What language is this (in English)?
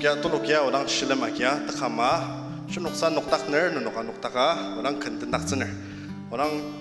Ao Naga